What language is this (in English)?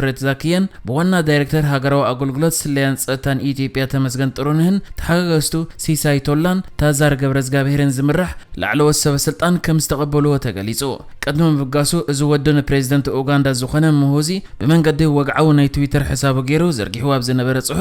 Tigrinya